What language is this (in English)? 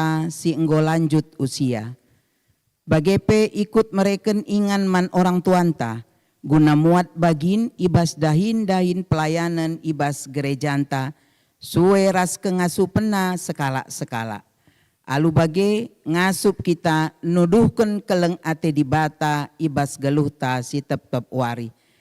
Batak Karo